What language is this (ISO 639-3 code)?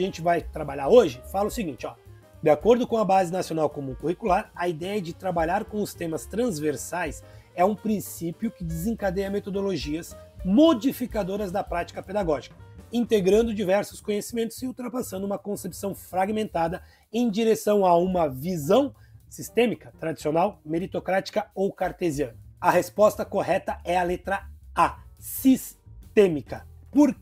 por